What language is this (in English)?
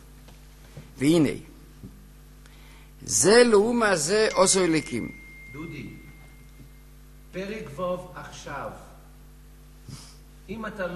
Hebrew